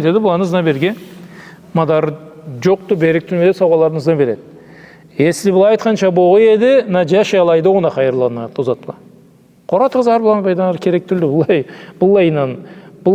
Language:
Karachay-Balkar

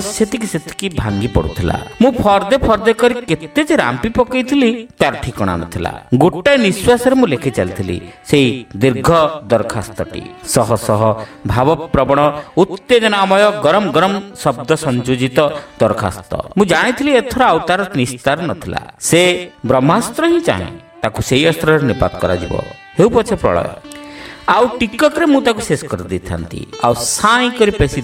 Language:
Odia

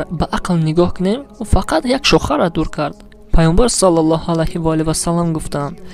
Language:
Tajik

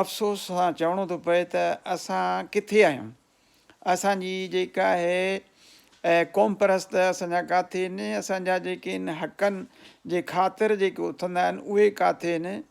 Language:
Sindhi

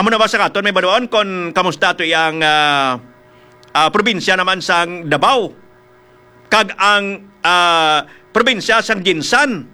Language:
Hiligaynon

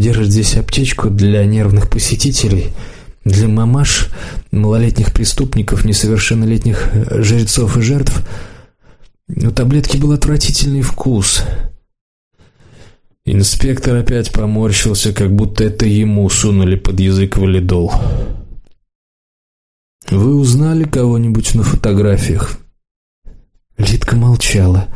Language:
Russian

